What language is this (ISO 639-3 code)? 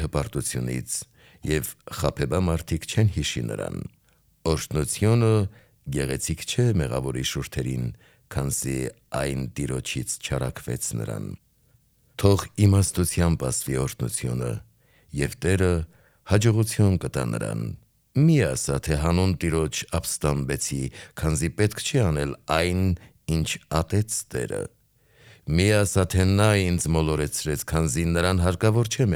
hye